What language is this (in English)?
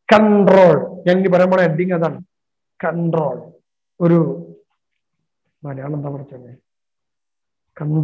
Malayalam